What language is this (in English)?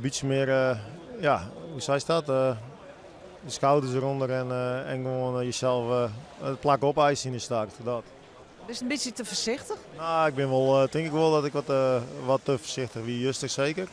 Western Frisian